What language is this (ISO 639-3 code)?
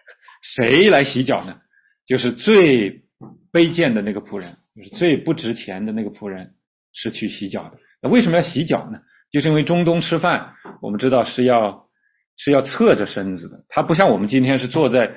zho